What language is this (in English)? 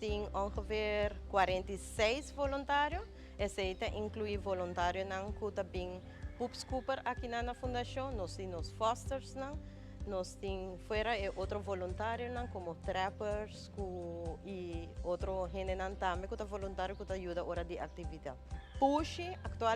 Papiamento